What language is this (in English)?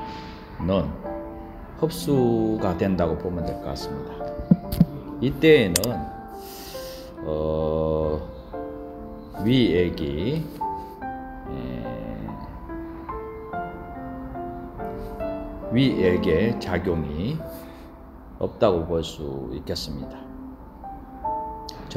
Korean